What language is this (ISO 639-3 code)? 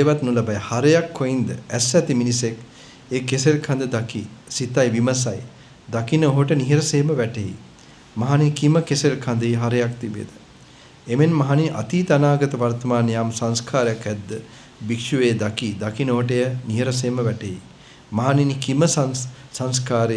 sin